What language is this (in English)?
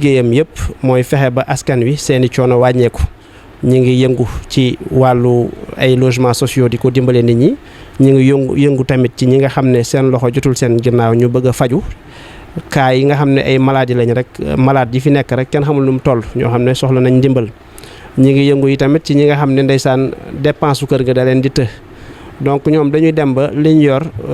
Wolof